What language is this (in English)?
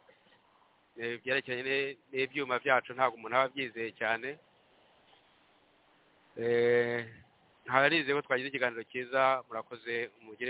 Kinyarwanda